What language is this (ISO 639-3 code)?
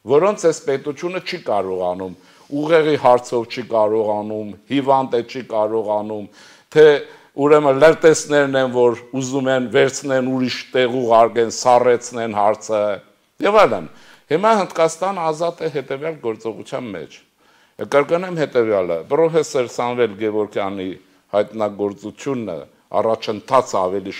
hye